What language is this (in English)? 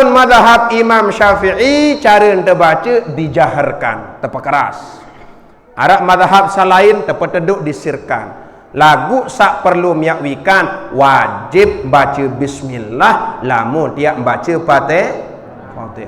Sasak